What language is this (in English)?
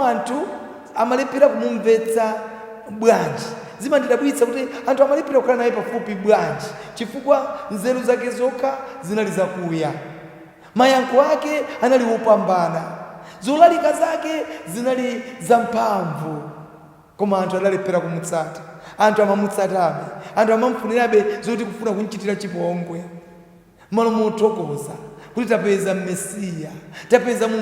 Nyanja